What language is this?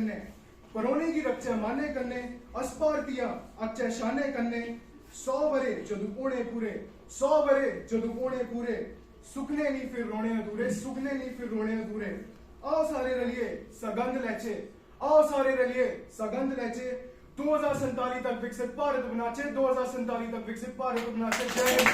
Dogri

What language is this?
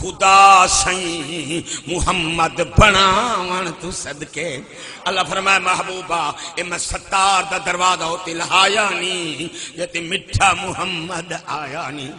Saraiki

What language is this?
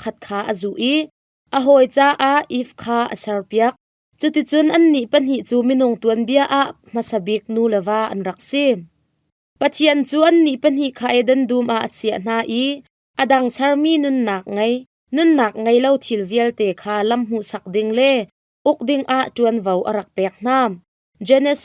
Hakha Chin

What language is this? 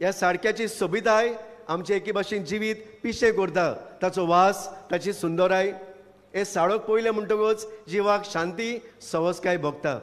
Konkani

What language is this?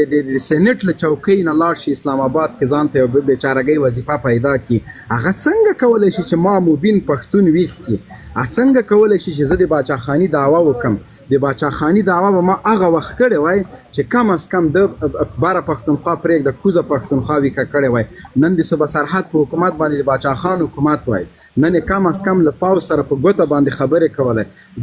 Pashto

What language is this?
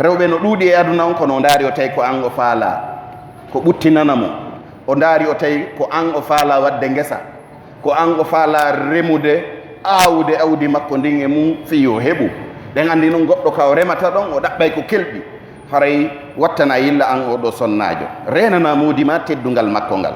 Pular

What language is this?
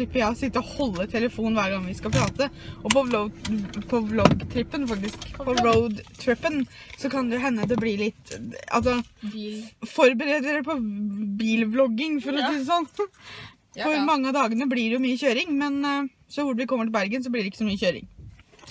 Norwegian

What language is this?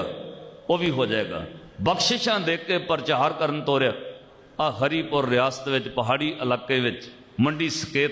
Punjabi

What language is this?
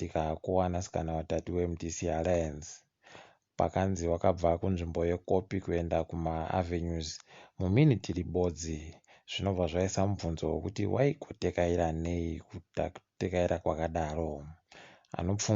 Ndau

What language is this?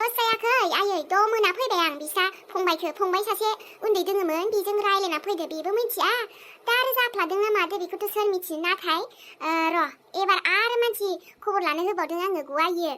Bodo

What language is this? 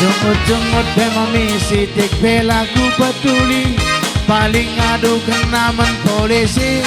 Batak Karo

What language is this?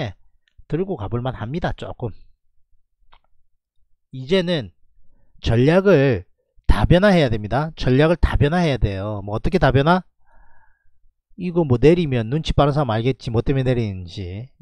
Korean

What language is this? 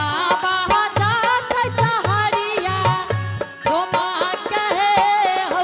Angika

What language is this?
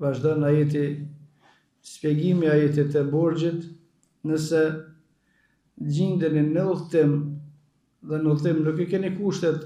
Albanian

